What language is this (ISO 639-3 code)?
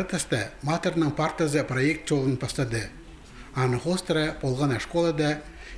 kjh